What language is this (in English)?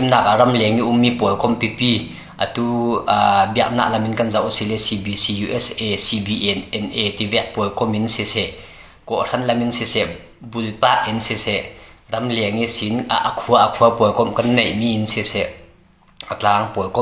Hakha Chin